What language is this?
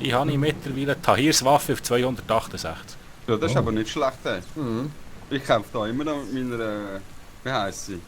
Swiss German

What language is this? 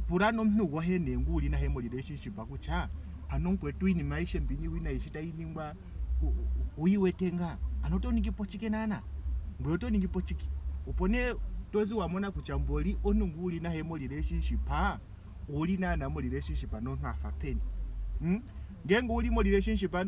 Ndonga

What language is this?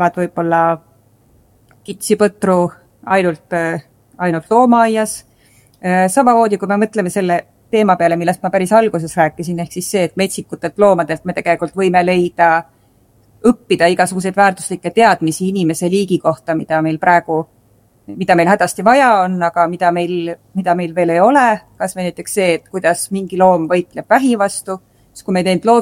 Estonian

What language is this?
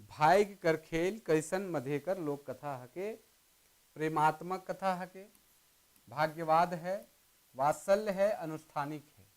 Sadri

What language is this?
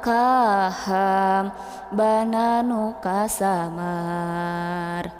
Sundanese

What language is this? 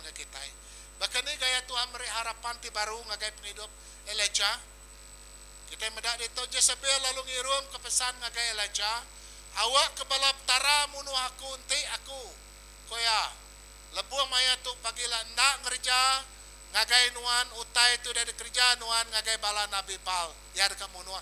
Iban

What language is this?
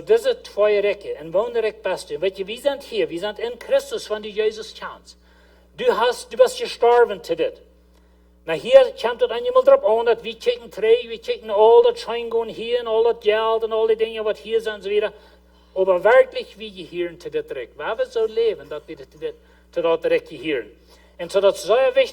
Plautdietsch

